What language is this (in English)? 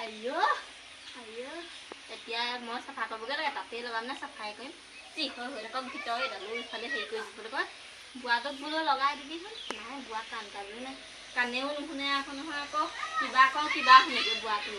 Assamese